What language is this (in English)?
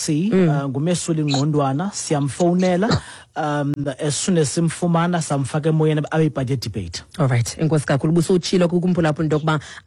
Xhosa